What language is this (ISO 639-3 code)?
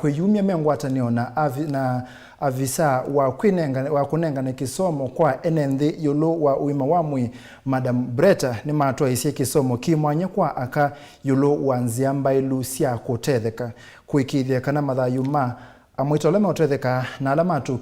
kam